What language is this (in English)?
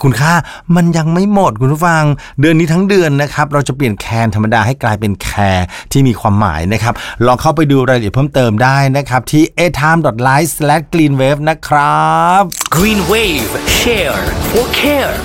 Thai